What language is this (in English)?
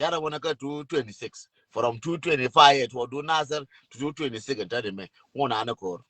Nuer